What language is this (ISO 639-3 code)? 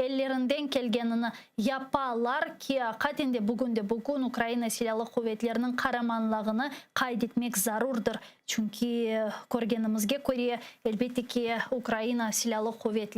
crh